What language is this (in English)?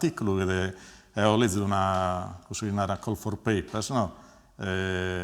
Sardinian